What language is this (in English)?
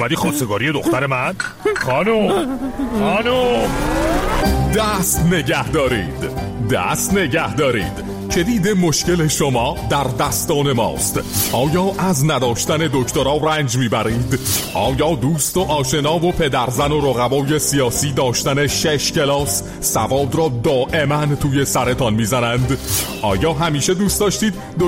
Persian